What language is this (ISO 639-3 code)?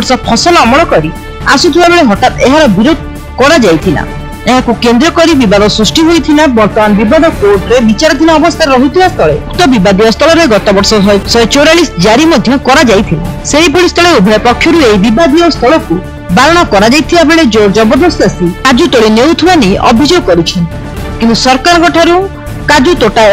ori